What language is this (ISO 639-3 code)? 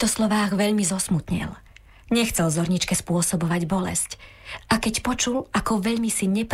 slk